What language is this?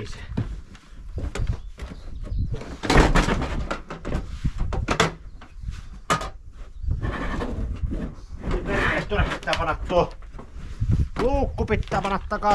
Finnish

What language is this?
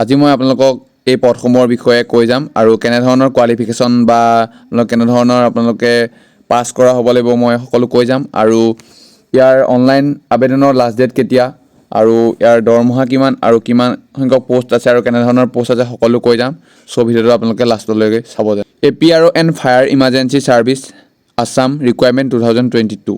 Assamese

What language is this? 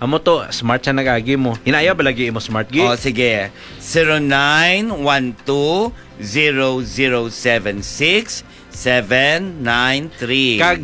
Hiligaynon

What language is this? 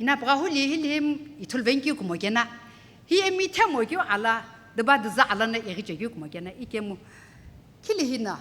Sumi Naga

